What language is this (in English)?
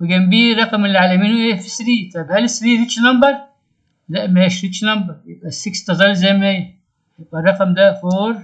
Egyptian Arabic